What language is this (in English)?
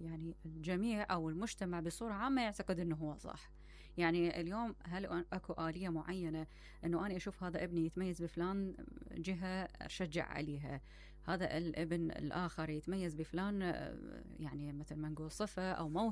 Mesopotamian Arabic